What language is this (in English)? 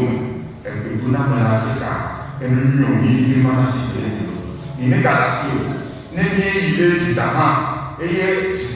Ewe